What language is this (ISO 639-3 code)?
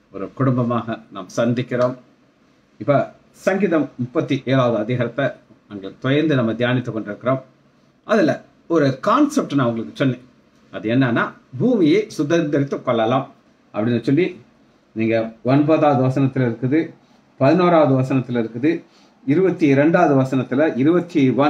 tam